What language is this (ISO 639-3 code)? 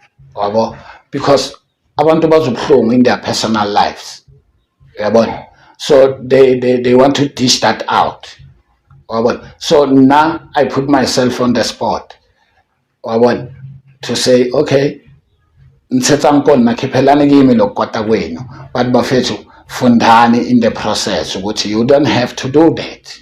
zul